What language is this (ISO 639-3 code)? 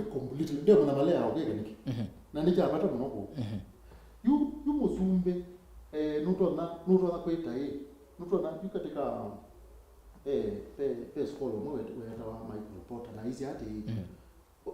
kam